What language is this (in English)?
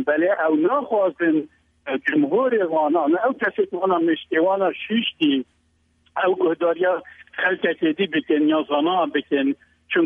Kurdish